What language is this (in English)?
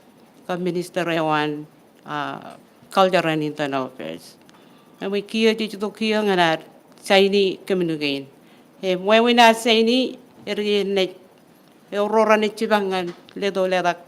Marshallese